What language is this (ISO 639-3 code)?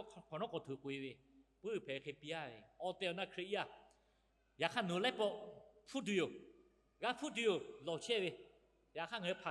lhu